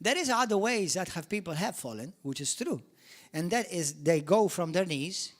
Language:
English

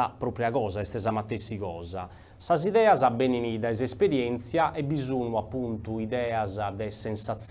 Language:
Sardinian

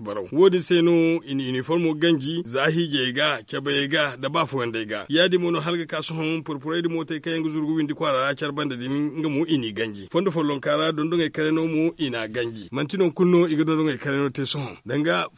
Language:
Zarma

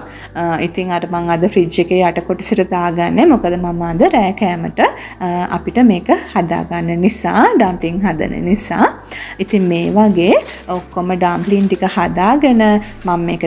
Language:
Sinhala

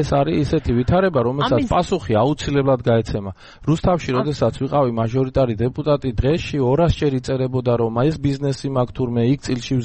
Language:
Georgian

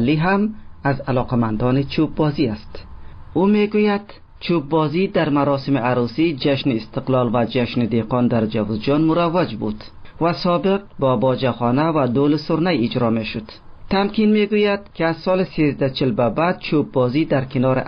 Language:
Persian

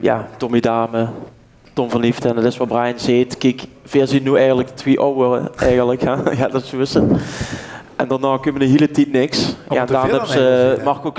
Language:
Limburgish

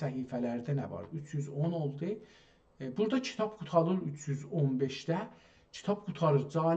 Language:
South Azerbaijani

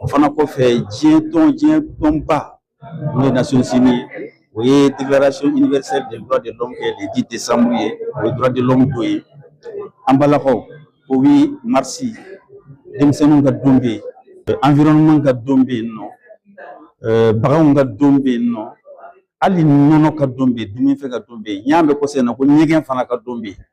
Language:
Bambara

